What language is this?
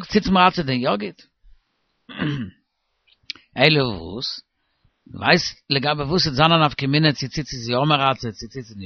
Yiddish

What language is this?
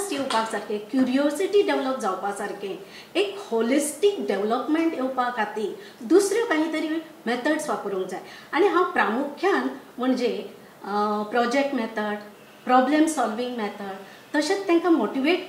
Konkani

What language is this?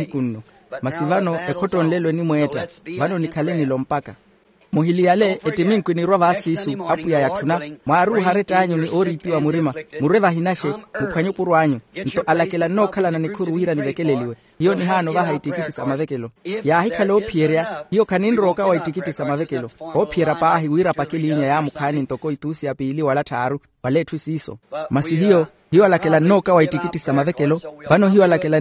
Makhuwa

